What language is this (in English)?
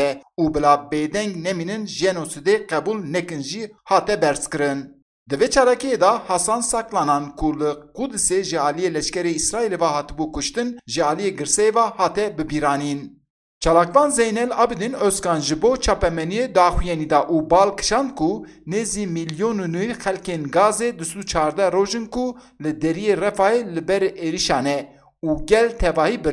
Kurdish